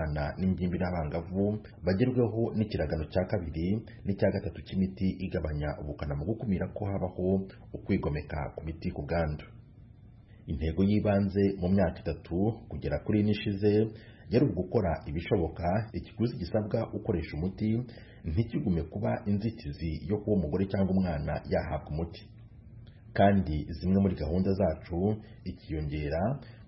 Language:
Kinyarwanda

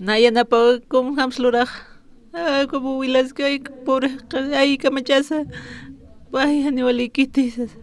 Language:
Aymara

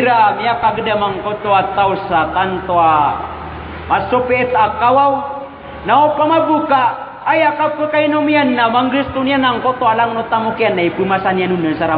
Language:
Maranao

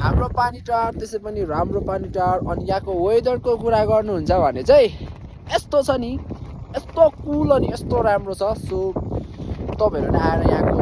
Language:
Nepali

